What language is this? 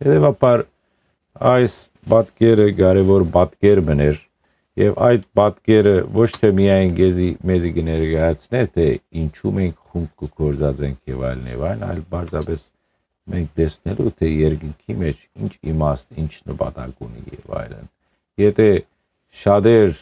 Western Armenian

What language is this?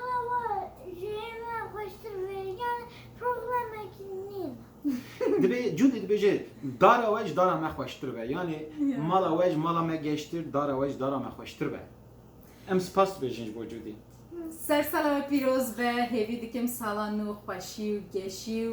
Kurdish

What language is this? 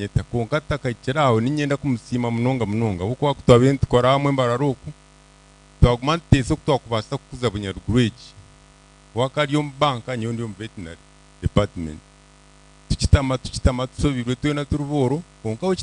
Nyankole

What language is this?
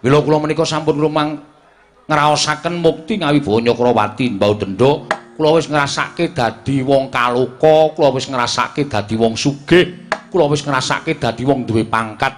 Javanese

